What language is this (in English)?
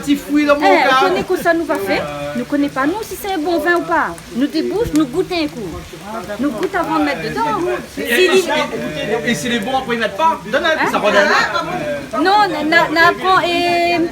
Réunion Creole French